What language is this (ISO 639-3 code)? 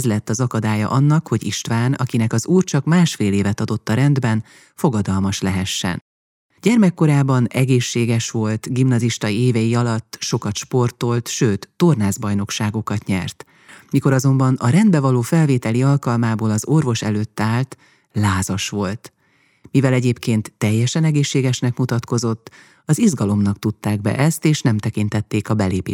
hun